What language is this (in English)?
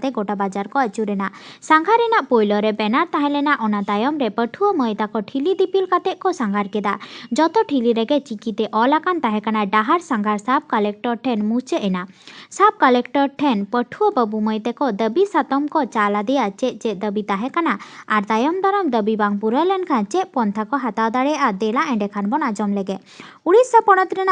Santali